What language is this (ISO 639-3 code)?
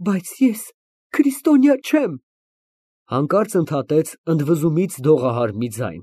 hye